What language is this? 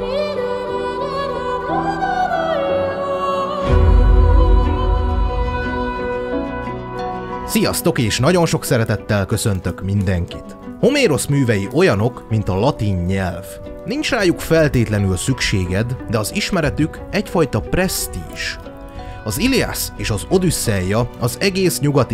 Hungarian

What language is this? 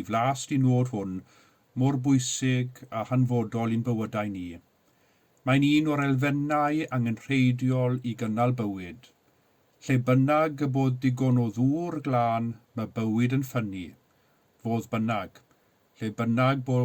Welsh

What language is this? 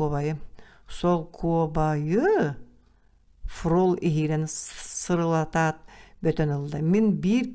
Yakut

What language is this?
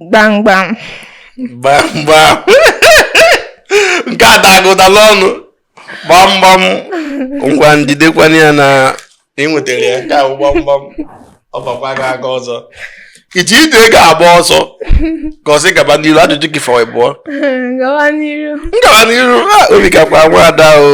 Igbo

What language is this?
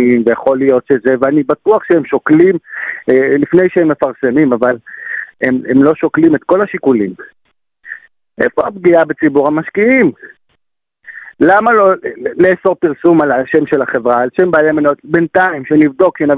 Hebrew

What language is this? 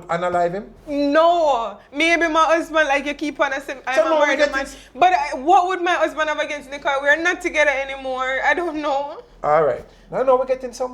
Jamaican Creole English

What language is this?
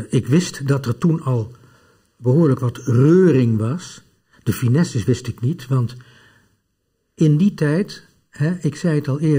Dutch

